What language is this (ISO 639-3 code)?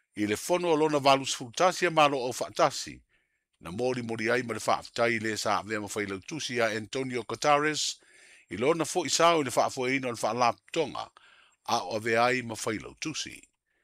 smo